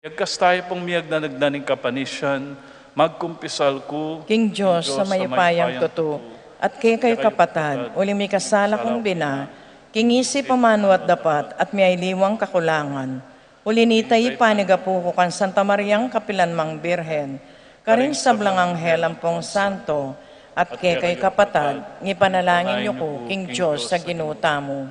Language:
Pampanga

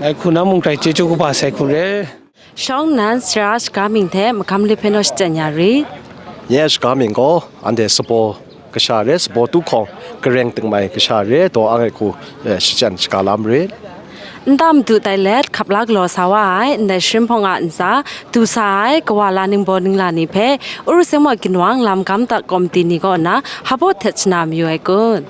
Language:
Kachin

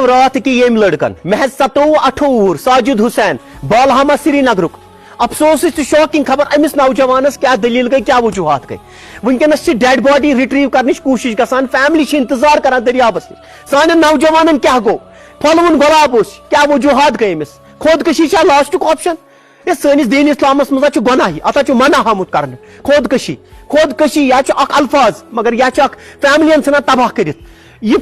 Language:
Kashmiri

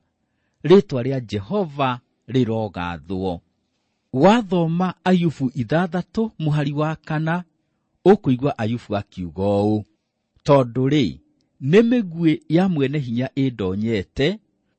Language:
Kikuyu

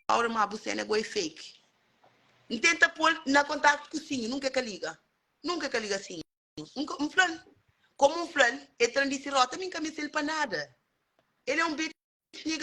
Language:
Kabuverdianu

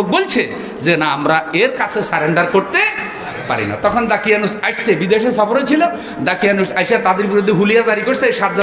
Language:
Bangla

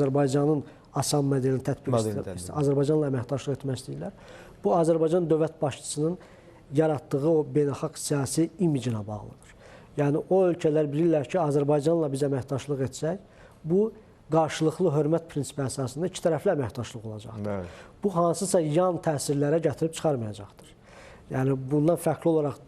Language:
Azerbaijani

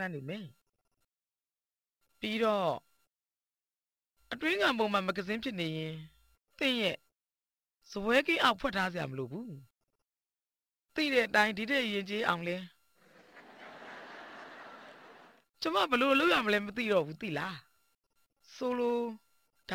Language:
Burmese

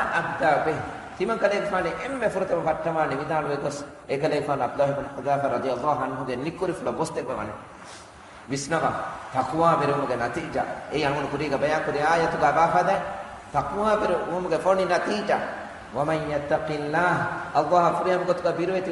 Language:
Divehi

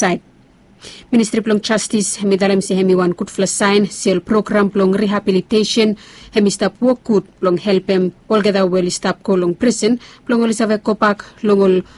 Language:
Bislama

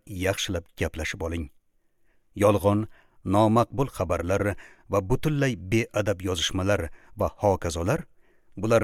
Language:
Uzbek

